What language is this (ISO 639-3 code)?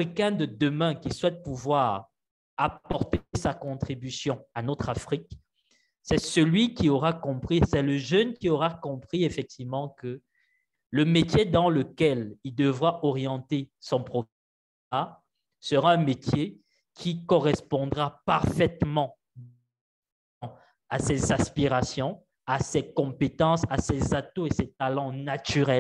fra